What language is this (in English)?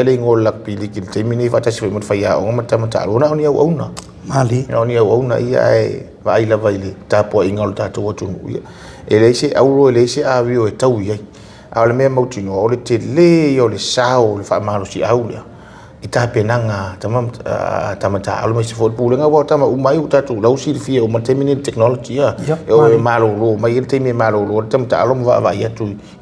Samoan